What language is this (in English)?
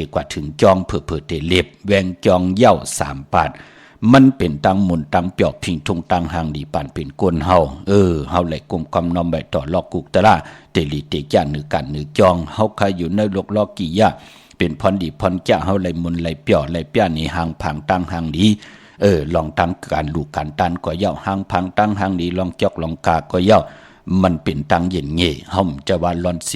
Shan